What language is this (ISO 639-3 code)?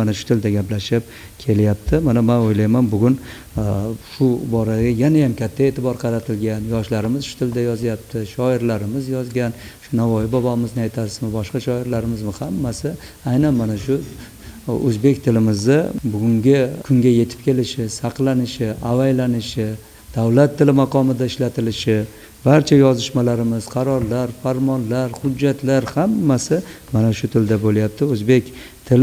uzb